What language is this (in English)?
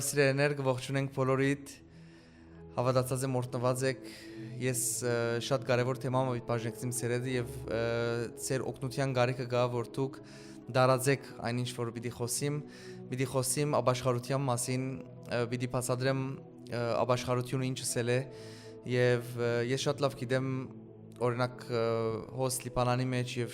Western Armenian